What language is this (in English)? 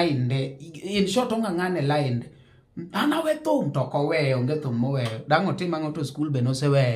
Luo (Kenya and Tanzania)